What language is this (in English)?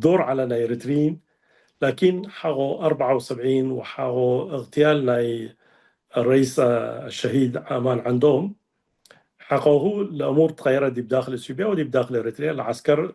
Tigre